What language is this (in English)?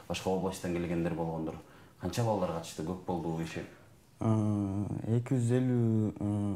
Kyrgyz